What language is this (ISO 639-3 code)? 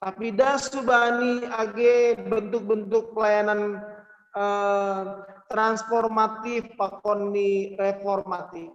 bts